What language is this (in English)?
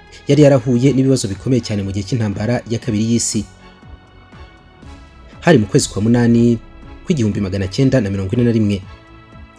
Kinyarwanda